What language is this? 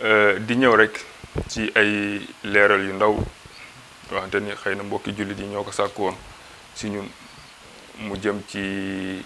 Wolof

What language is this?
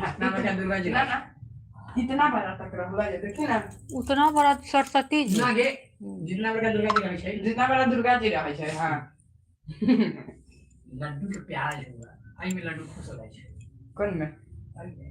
Maithili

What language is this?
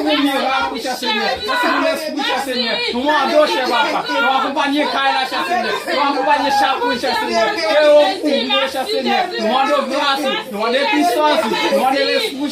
Haitian Creole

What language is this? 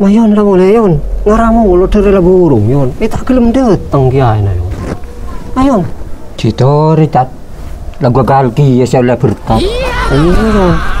Madurese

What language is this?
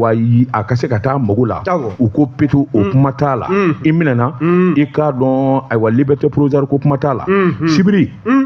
Bambara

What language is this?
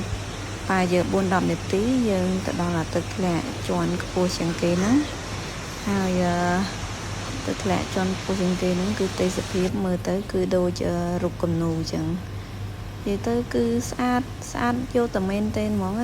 Khmer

